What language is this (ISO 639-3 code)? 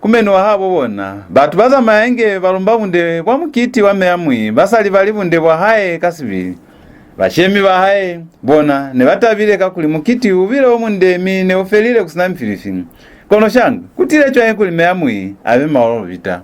loz